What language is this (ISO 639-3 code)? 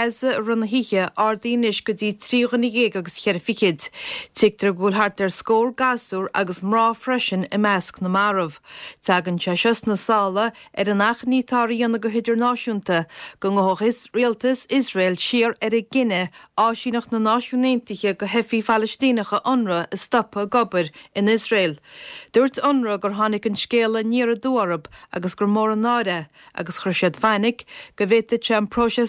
gle